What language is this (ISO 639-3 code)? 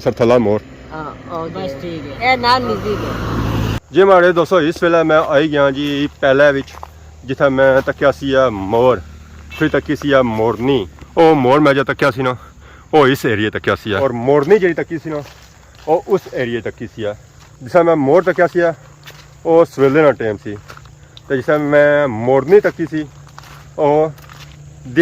phr